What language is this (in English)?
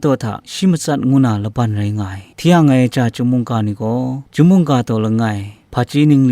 Kachin